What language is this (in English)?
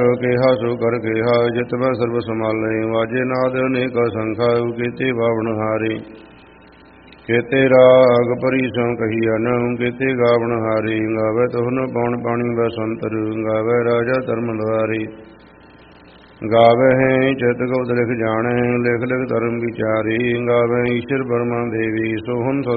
Punjabi